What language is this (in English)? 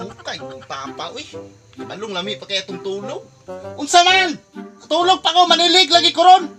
Cebuano